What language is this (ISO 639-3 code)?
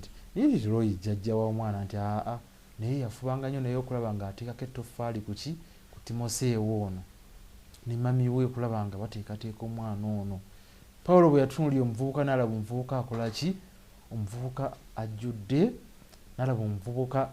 lug